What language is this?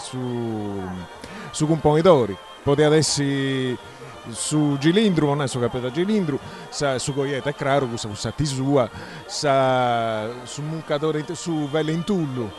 Sardinian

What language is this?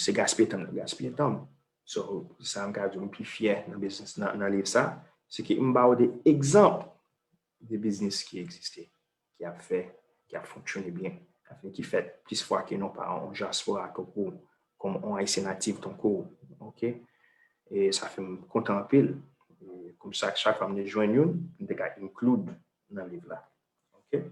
Haitian Creole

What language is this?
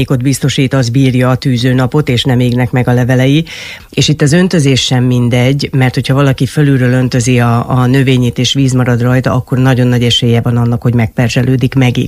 Hungarian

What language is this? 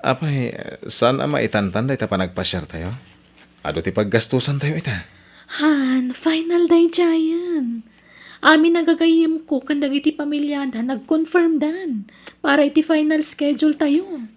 Iloko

